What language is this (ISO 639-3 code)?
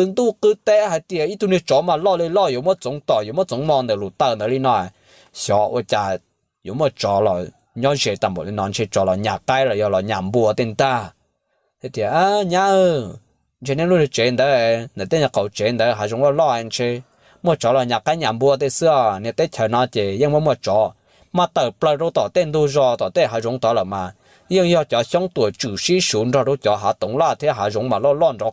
hmn